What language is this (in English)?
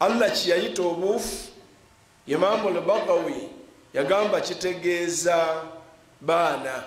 Ganda